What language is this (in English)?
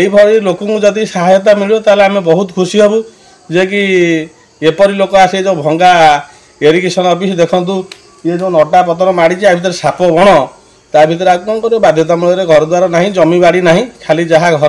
Odia